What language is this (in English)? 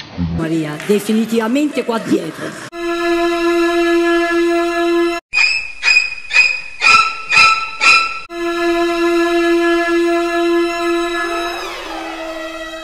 Italian